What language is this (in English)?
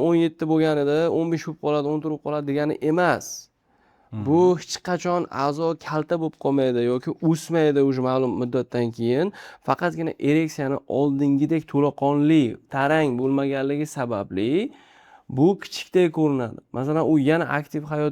Uzbek